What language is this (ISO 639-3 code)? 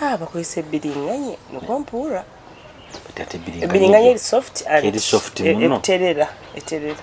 nyo